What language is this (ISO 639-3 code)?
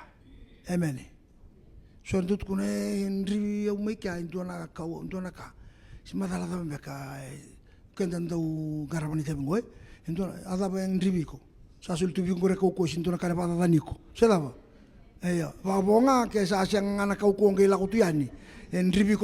fij